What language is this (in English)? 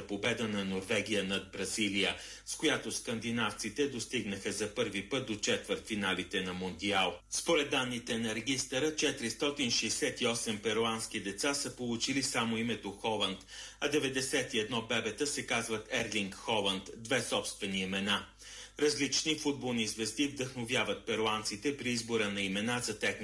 Bulgarian